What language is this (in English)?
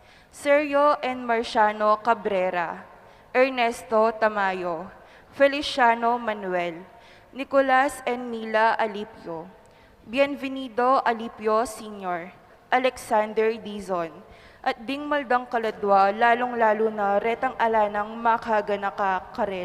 Pampanga